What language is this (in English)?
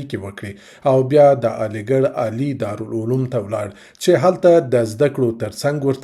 Pashto